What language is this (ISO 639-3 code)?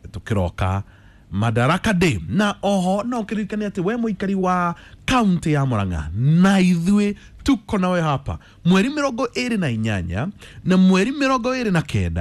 kik